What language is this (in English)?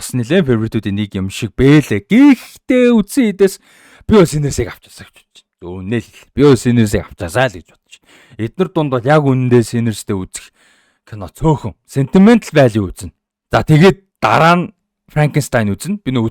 Mongolian